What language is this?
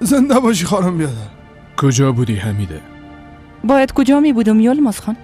Persian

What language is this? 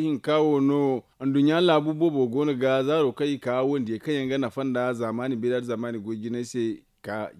Zarma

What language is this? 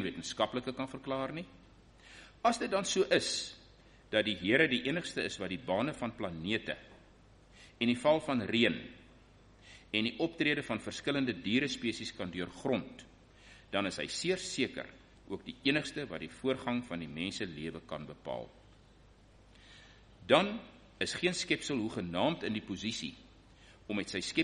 Afrikaans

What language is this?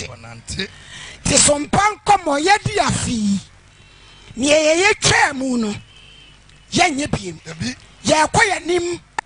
Akan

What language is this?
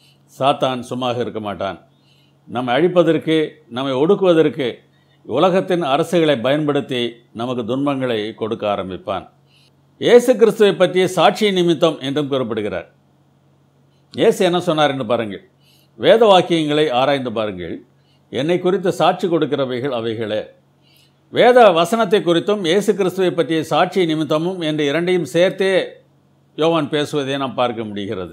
Tamil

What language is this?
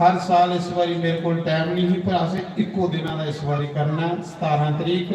Dogri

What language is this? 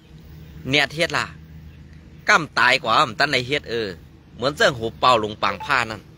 Shan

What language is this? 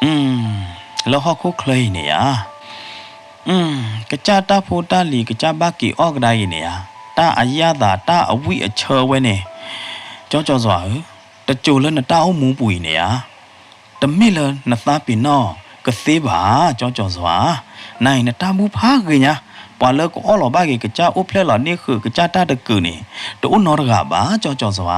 S'gaw Karen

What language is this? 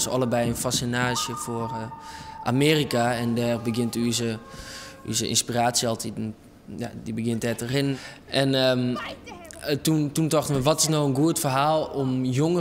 Western Frisian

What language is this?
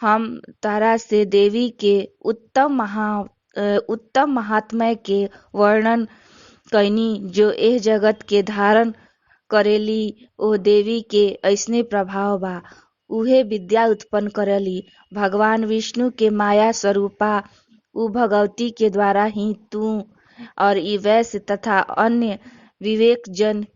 Bhojpuri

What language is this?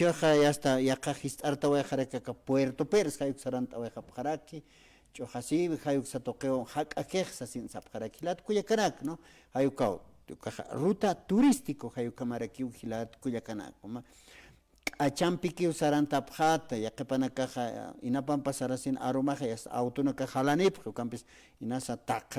Aymara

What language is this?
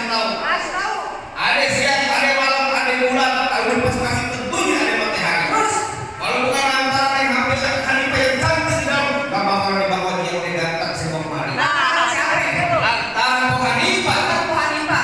Betawi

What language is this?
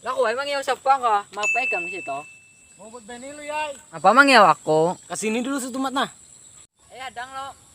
Banjar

